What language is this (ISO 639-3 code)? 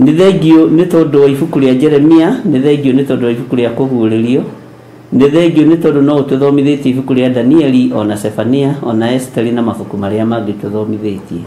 kik